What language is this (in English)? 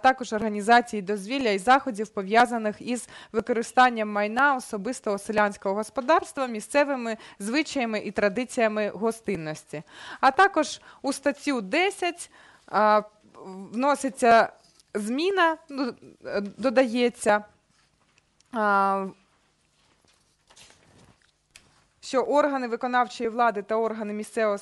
Ukrainian